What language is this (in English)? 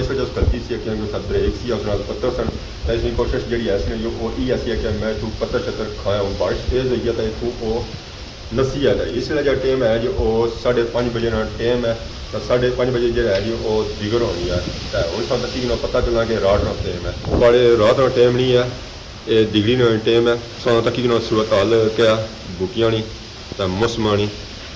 Pahari-Potwari